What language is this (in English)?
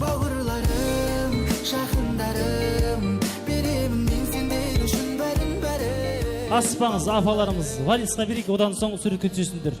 Kara-Kalpak